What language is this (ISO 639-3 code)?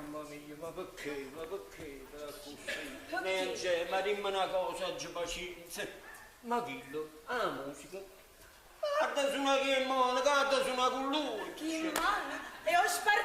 nap